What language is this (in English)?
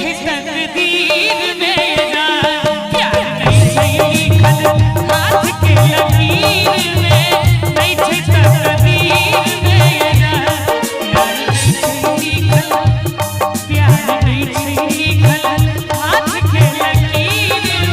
Maithili